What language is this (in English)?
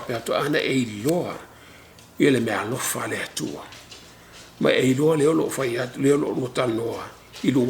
Samoan